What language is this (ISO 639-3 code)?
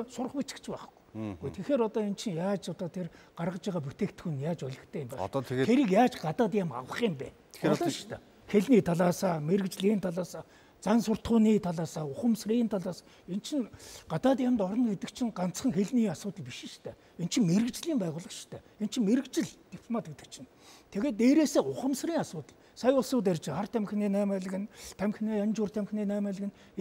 mon